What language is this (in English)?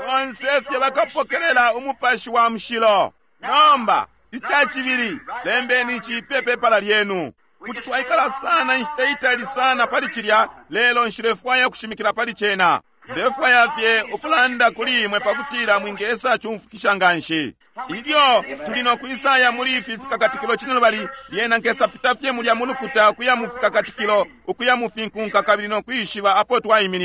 Bemba